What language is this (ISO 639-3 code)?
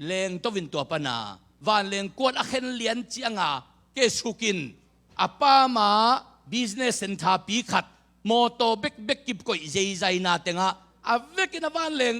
ctd